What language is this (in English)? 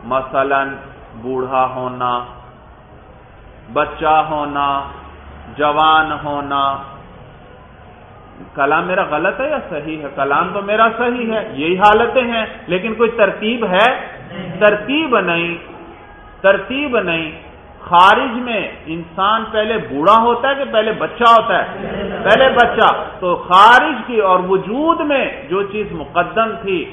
Urdu